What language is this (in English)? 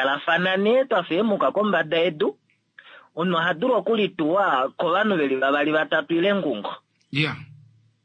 Kuanyama